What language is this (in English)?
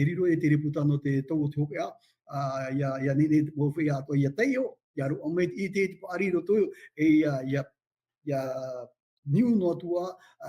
Tahitian